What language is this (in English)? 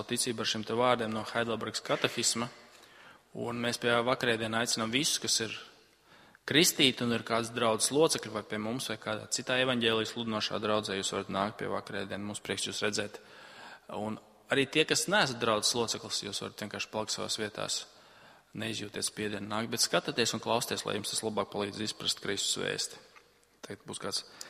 Latvian